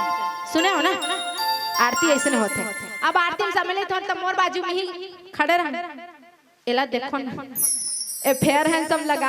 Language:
Chhattisgarhi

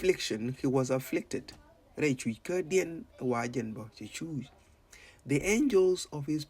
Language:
Nuer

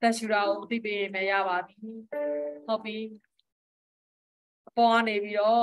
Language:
Burmese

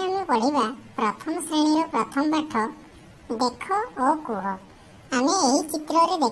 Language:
Odia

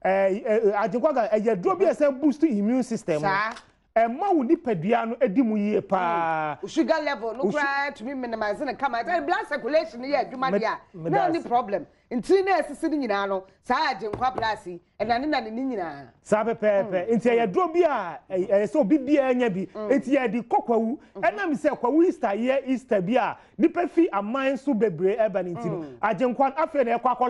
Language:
Akan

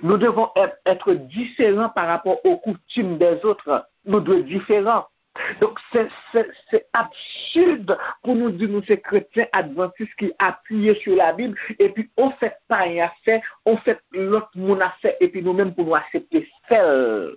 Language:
Haitian Creole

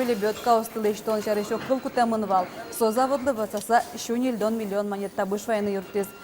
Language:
Udmurt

